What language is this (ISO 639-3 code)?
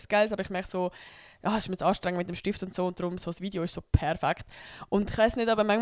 gsw